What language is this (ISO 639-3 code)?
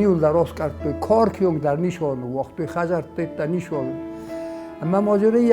oss